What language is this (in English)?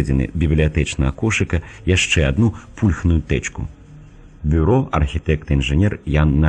Belarusian